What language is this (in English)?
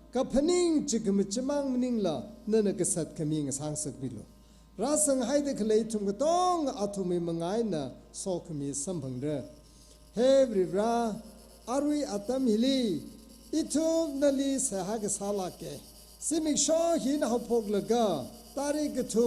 Tangkhul Naga (India)